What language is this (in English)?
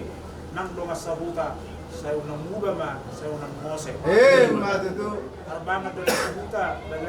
Batak Toba